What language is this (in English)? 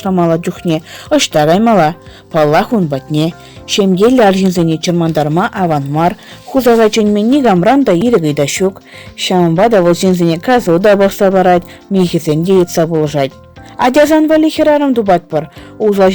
Chuvash